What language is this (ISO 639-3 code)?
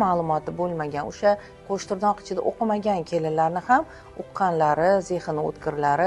uzb